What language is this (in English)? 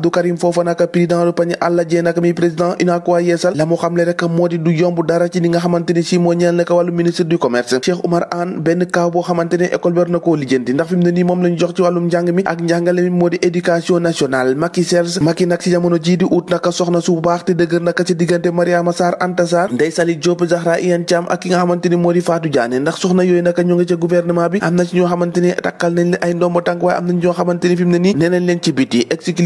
Wolof